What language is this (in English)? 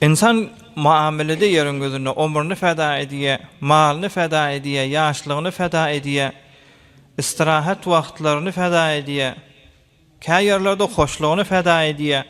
Turkmen